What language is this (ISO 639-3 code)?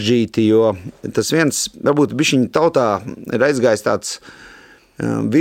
lav